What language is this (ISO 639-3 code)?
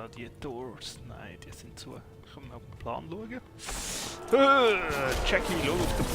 gsw